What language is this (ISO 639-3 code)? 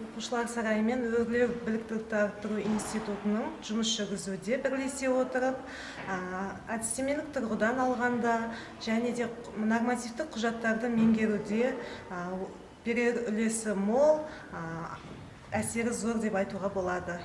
kaz